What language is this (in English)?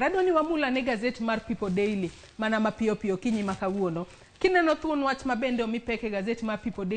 Luo (Kenya and Tanzania)